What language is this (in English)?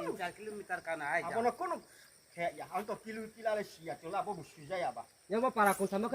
Riang (India)